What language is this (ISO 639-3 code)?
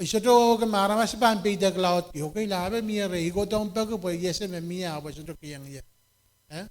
pon